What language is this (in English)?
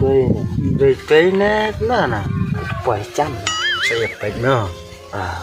Khasi